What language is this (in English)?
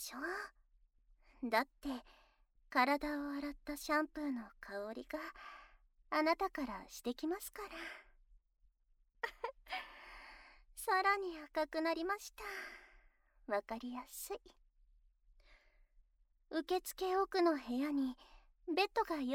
Japanese